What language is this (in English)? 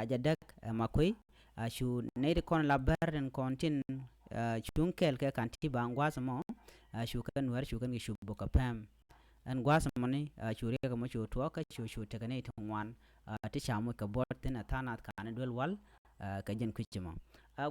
Nuer